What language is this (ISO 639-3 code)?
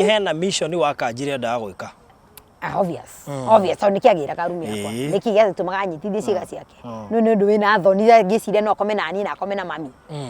kik